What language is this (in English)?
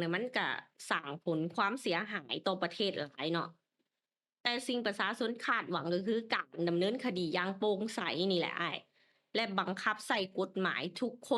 Lao